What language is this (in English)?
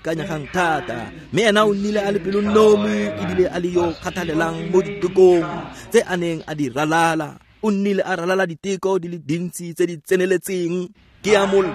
Tswana